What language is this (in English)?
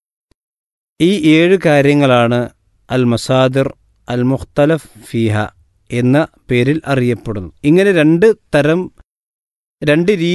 Malayalam